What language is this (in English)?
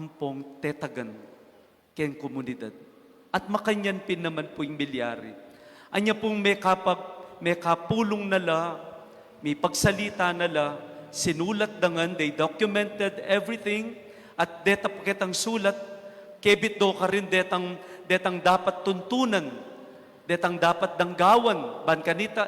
Pampanga